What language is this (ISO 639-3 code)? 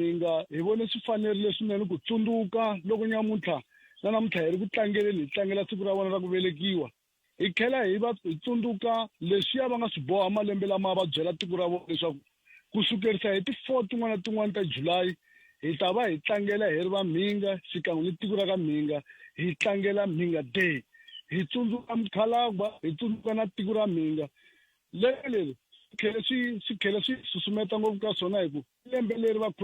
tso